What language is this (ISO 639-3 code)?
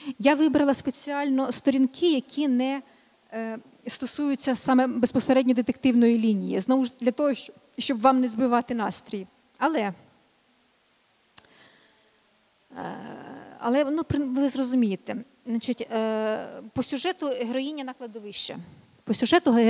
ukr